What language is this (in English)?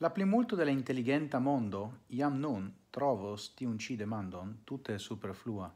Esperanto